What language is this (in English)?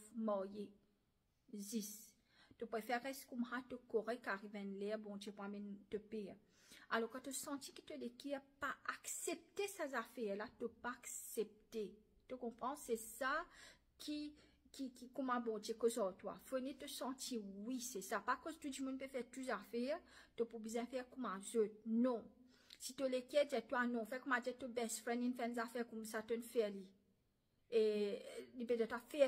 Morisyen